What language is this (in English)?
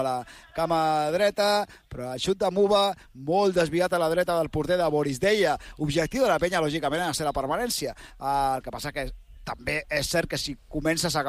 Catalan